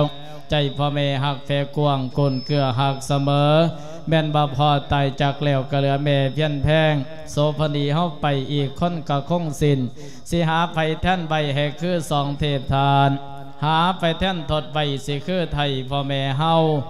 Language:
Lao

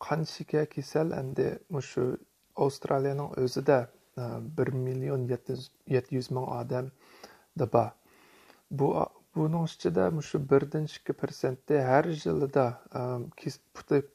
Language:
Uyghur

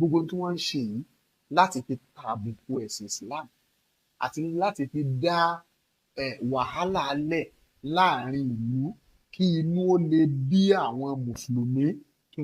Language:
Yoruba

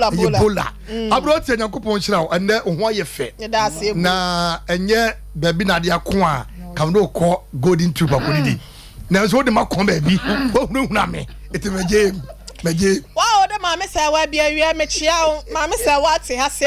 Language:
Akan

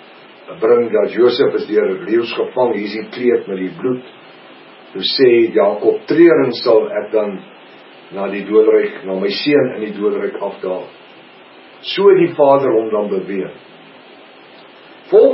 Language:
Afrikaans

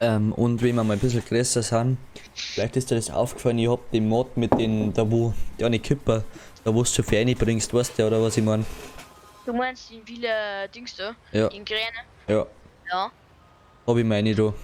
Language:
Bavarian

